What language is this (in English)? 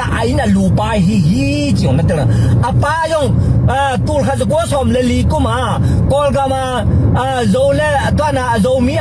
Tedim Chin